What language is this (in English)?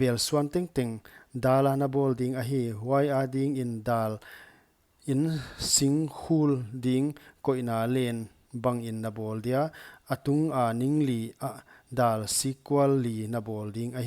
Paite Chin